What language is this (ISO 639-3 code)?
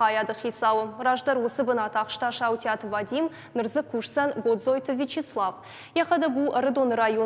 oss